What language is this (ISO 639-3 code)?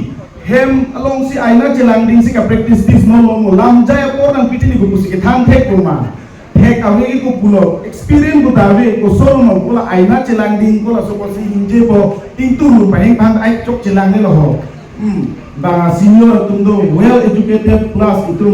mjw